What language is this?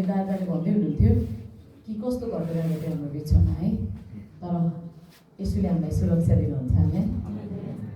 Nepali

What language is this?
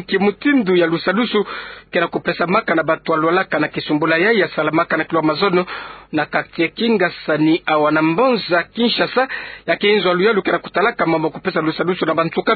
Kituba (Democratic Republic of Congo)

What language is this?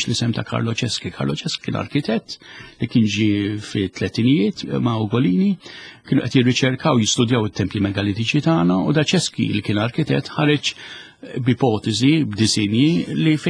Maltese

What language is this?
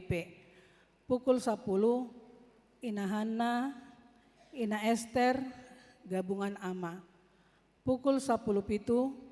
Batak Toba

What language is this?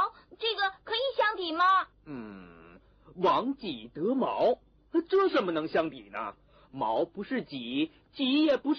Chinese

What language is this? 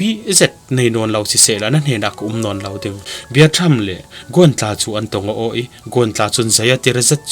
Falam Chin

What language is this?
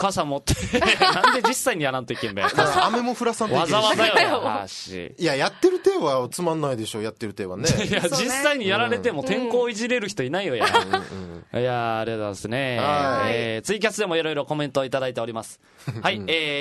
Japanese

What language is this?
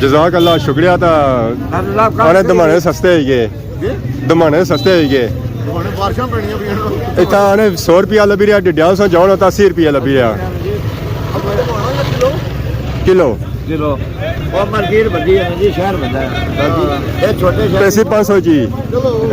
Pahari-Potwari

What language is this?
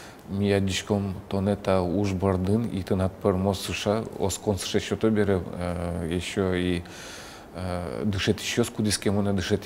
Udmurt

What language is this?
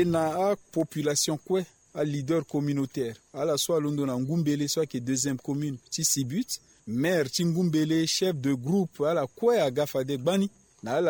Sango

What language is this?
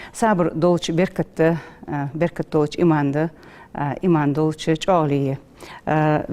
Ingush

